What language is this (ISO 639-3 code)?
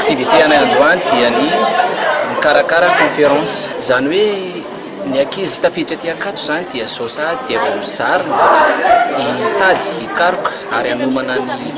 mlg